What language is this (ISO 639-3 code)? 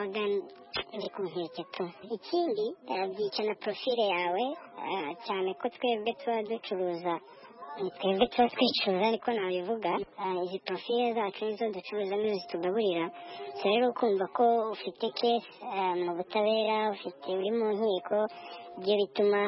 kin